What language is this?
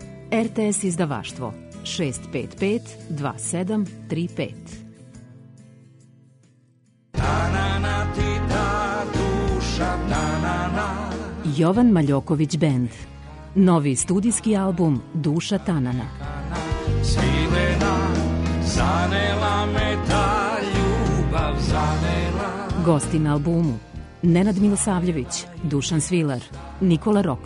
Serbian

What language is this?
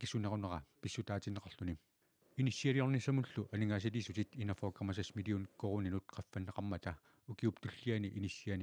Kalaallisut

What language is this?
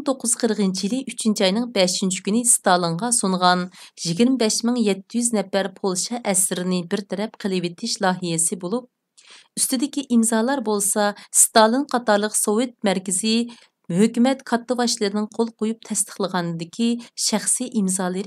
Uyghur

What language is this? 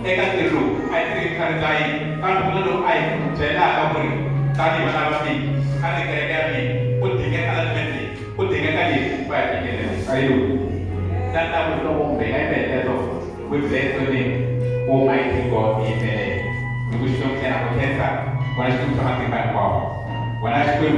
Tsonga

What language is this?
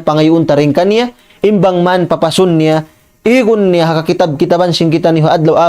Tausug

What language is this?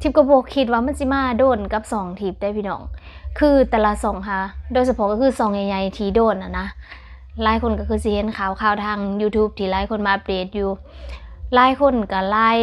Lao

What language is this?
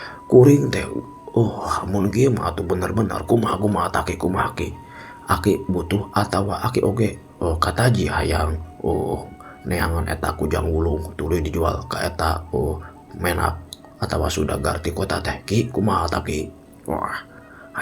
Sundanese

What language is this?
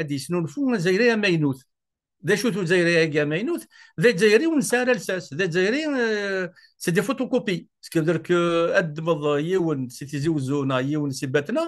Kabyle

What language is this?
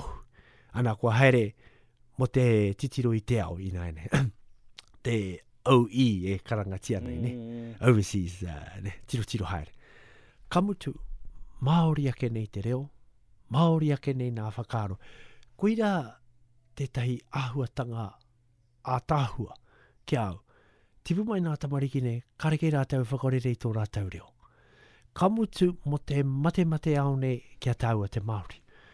Māori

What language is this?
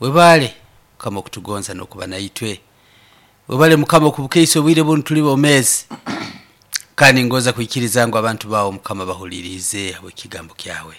Nyoro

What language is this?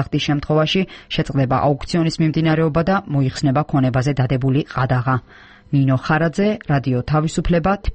Georgian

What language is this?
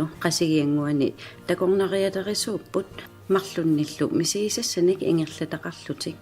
Kalaallisut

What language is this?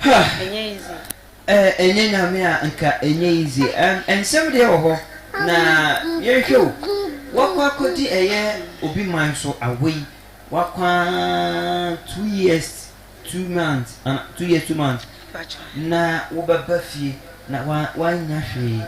Akan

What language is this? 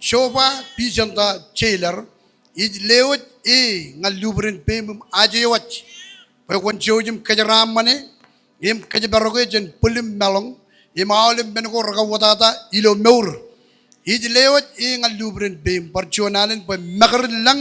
Marshallese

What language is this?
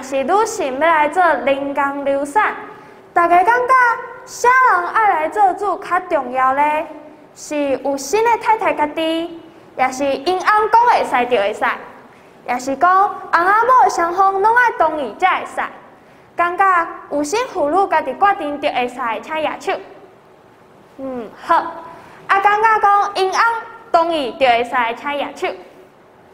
Min Nan Chinese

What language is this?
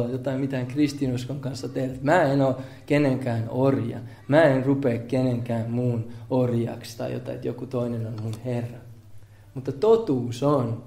Finnish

